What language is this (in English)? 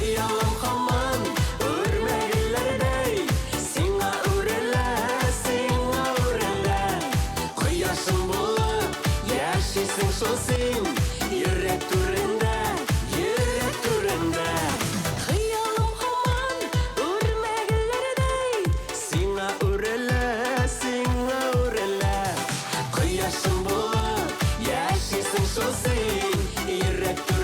Tatar